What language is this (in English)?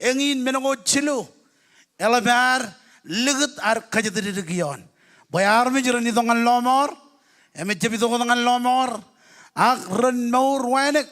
Marshallese